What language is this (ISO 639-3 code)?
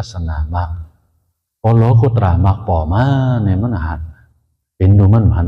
shn